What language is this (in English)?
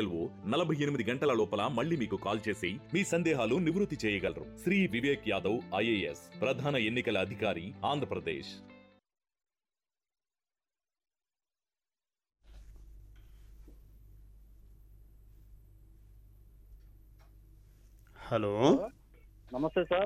Telugu